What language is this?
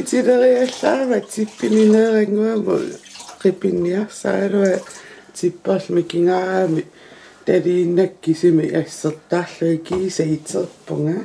Kalaallisut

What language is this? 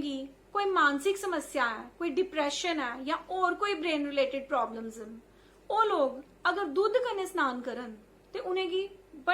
Dogri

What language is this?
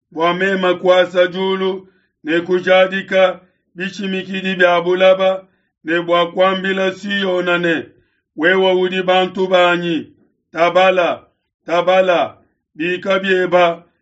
Luba-Lulua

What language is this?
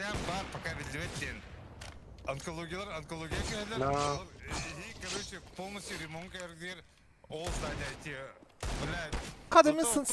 Yakut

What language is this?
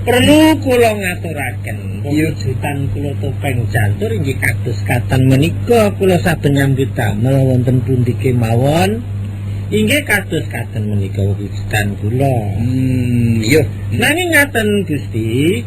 Javanese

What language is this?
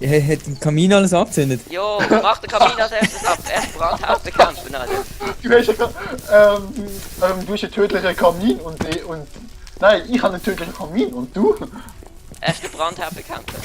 Swiss German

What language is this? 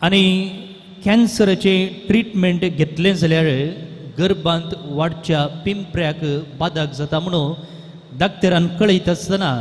Konkani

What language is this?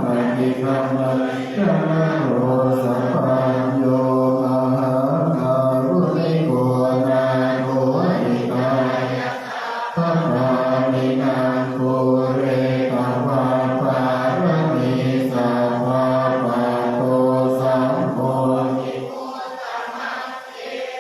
Pali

